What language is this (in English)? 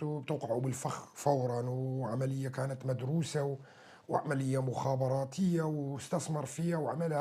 North Levantine Arabic